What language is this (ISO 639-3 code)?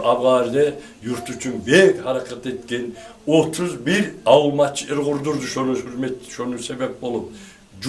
kum